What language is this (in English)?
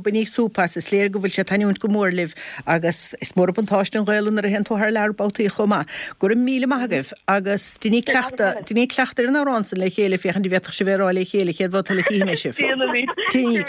Irish